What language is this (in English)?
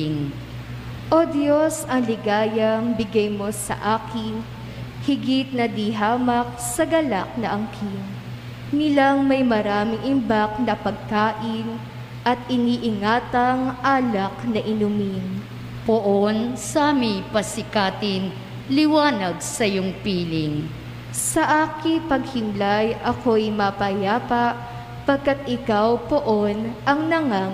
Filipino